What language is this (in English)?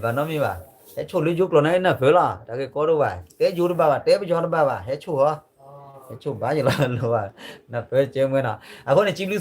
S'gaw Karen